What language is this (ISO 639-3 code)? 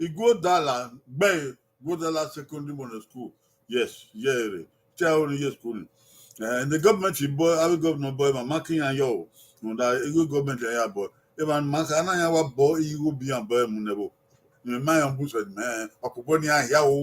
bin